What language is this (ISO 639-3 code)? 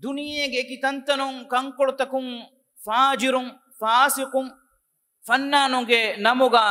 div